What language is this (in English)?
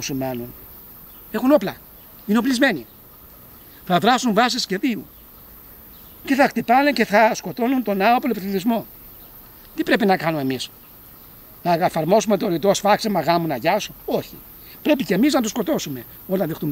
Greek